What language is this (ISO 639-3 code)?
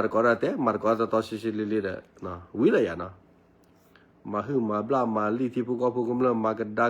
ksw